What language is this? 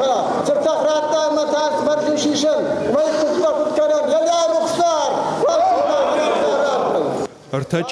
Ossetic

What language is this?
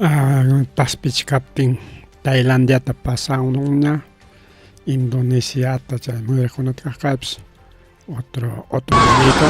Ayacucho Quechua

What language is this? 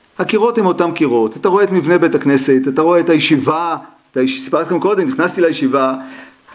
Hebrew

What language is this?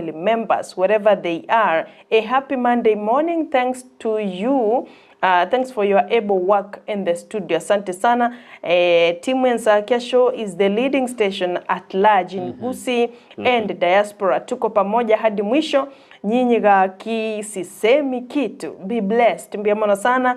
Gusii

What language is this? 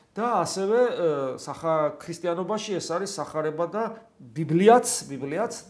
Georgian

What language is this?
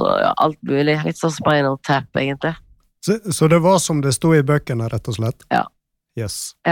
Norwegian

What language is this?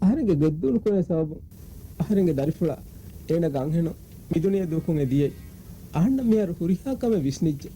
Divehi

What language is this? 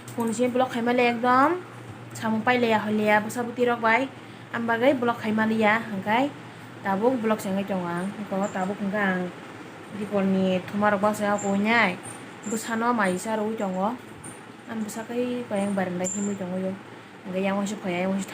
Kok Borok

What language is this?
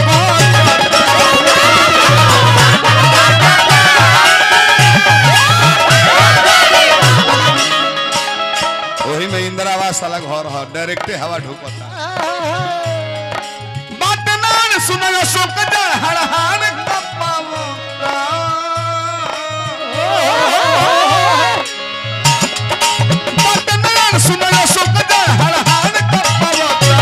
Bhojpuri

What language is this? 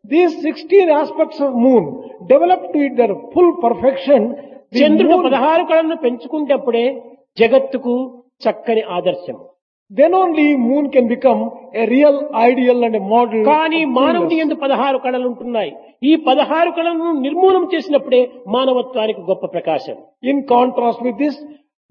Telugu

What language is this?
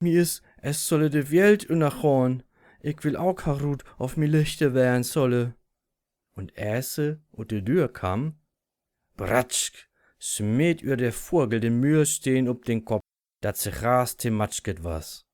Low German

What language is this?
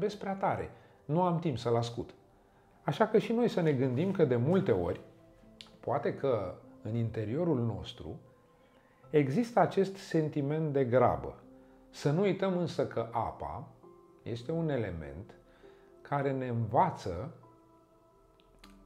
Romanian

